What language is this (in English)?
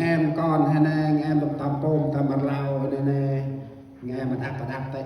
Central Mnong